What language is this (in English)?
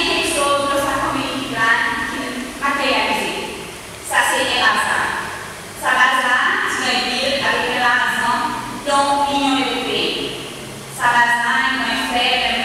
Seselwa Creole French